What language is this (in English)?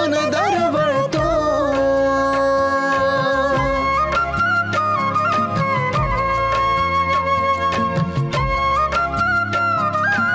Marathi